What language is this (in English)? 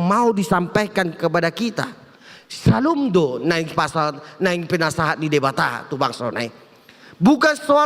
Batak Toba